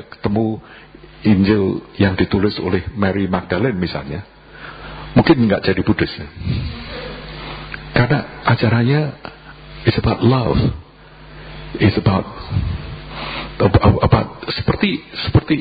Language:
Indonesian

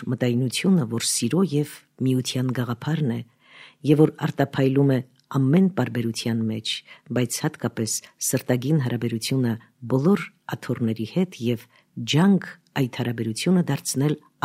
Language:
Armenian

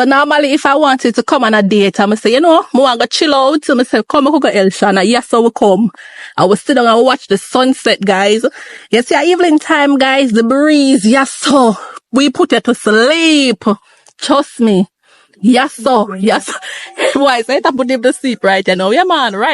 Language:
Jamaican Creole English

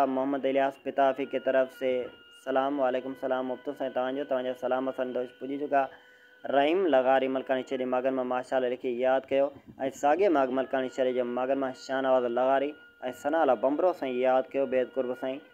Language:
Sindhi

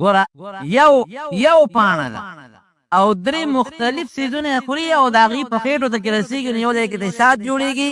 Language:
Pashto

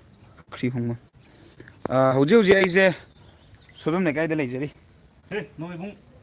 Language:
Manipuri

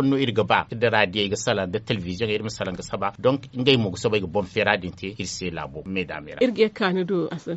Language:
Zarma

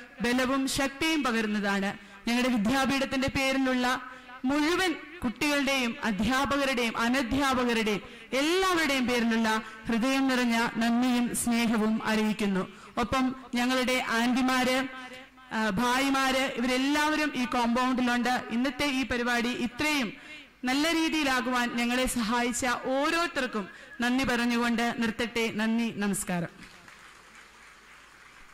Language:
Malayalam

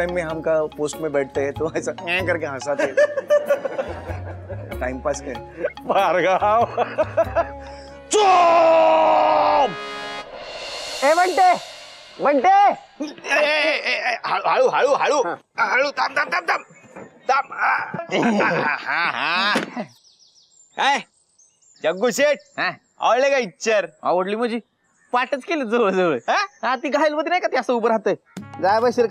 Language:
Marathi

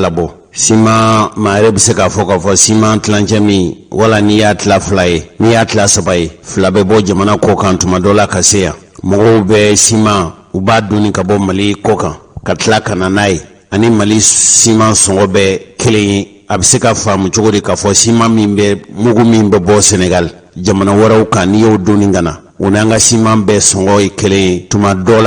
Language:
Bambara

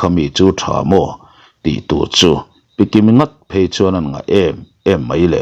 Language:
Mizo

